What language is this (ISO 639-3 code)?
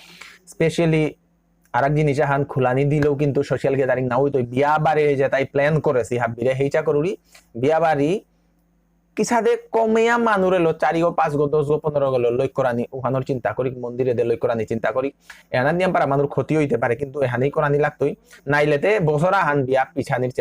bpy